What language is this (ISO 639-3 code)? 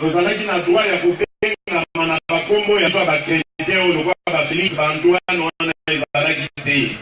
lin